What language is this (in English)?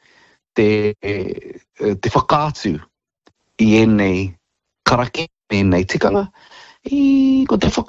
Māori